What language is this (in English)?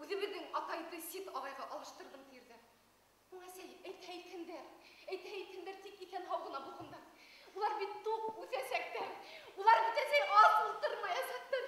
Bashkir